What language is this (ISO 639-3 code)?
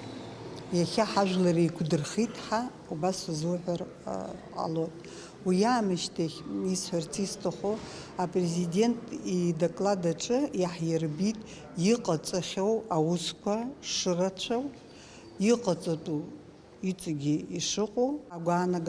abk